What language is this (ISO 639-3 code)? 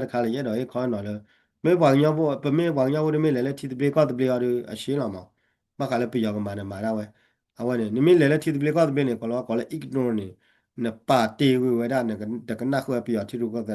ksw